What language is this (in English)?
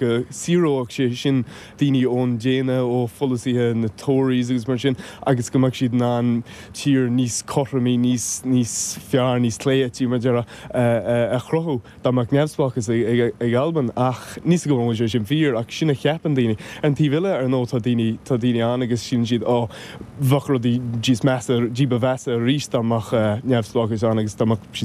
Irish